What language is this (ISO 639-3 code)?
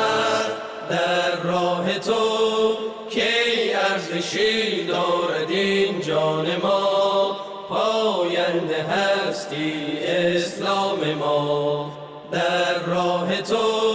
fas